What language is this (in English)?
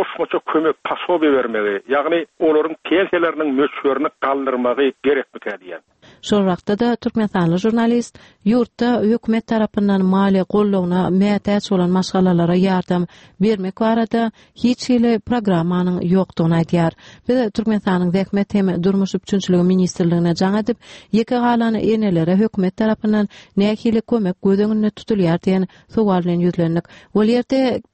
Turkmen